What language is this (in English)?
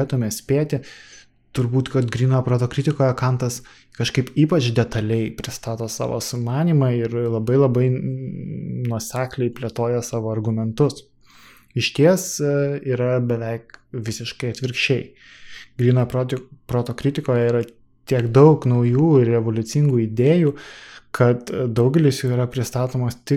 Lithuanian